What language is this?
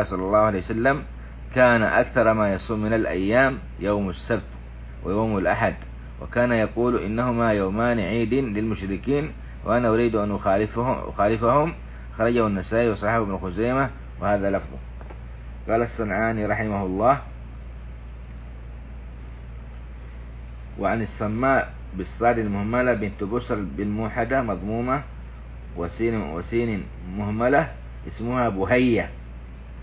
Arabic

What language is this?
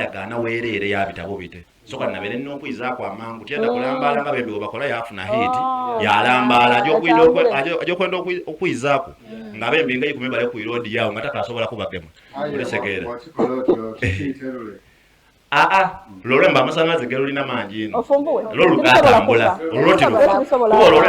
Soga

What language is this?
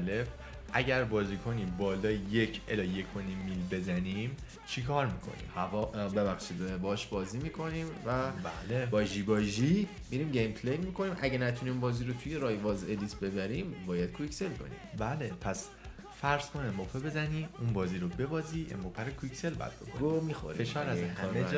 Persian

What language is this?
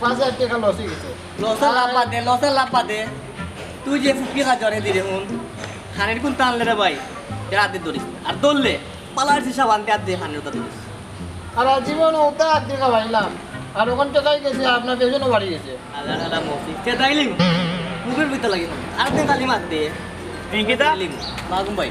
Sylheti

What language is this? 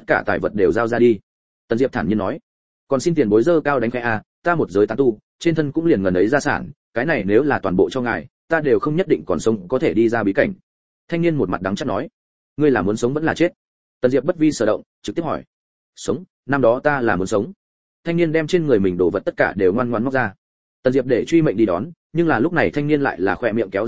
Vietnamese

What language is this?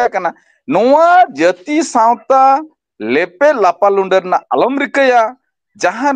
Santali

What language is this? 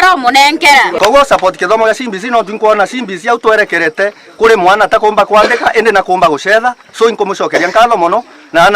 Meru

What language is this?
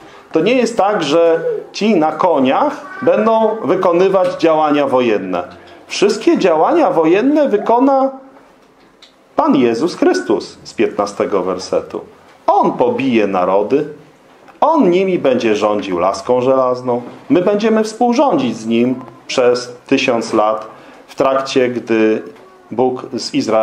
Polish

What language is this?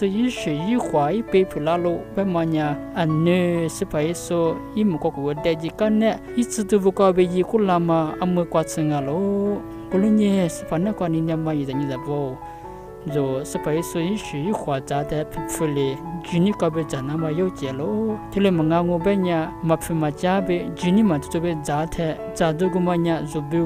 Lisu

